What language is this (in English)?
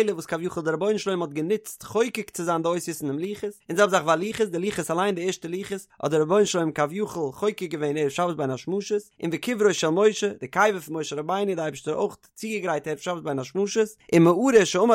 Yiddish